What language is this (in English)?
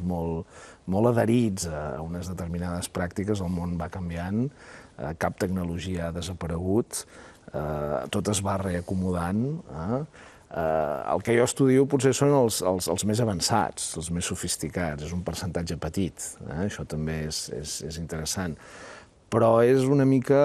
Catalan